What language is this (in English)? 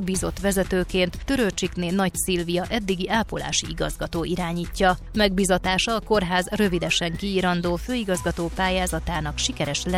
Hungarian